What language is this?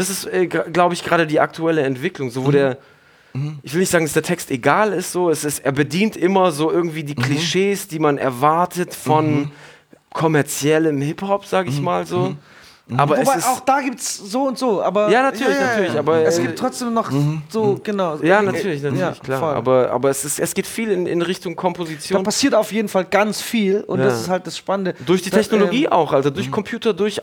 German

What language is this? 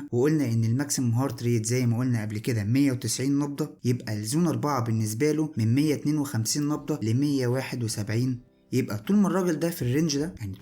Egyptian Arabic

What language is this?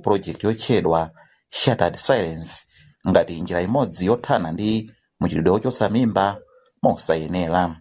Nyanja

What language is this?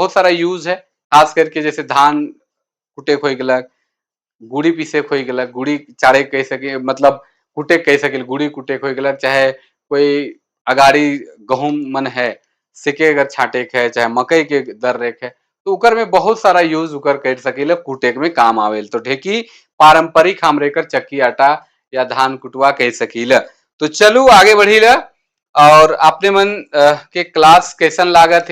Sadri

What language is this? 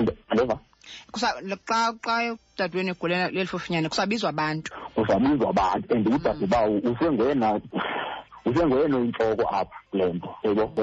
Xhosa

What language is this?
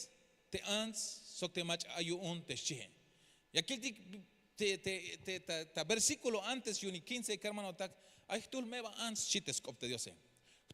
Tzeltal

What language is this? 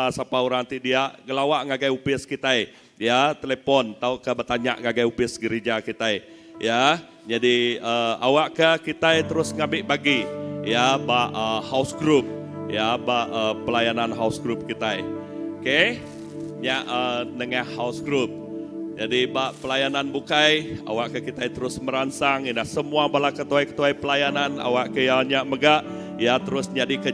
Iban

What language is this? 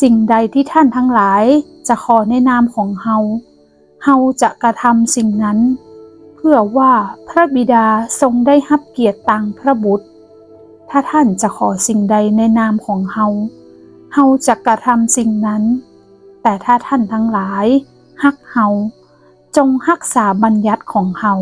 Northern Thai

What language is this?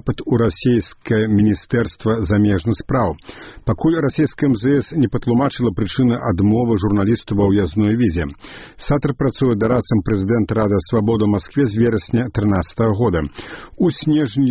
Belarusian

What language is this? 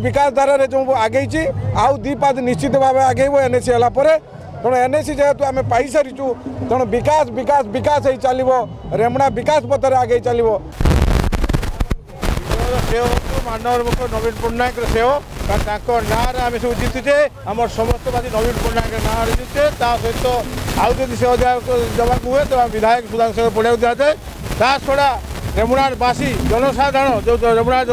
Odia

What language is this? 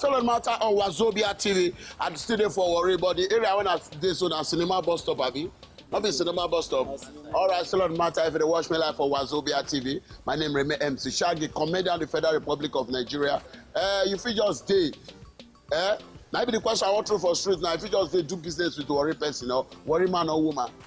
Nigerian Pidgin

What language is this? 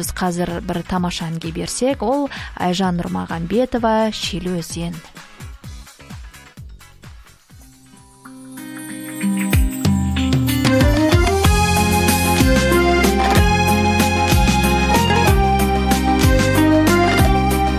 Kazakh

